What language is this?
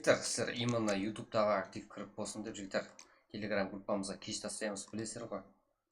Kara-Kalpak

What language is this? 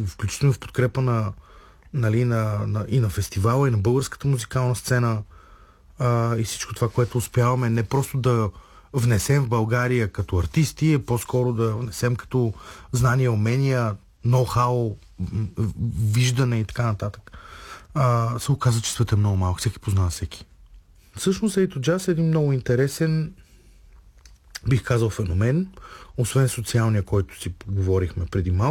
Bulgarian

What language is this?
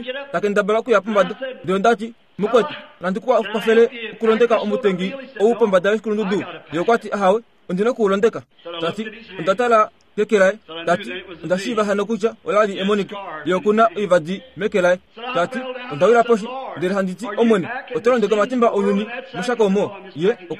Kuanyama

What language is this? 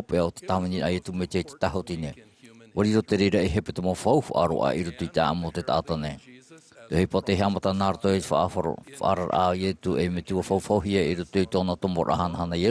Tahitian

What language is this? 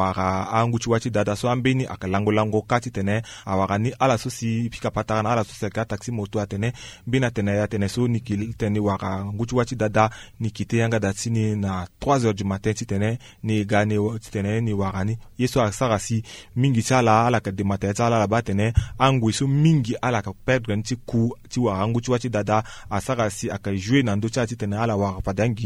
Sango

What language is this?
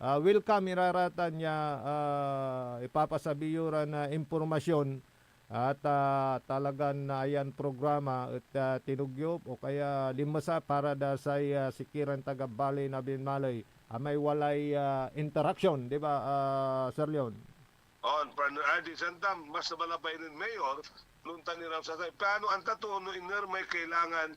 Pangasinan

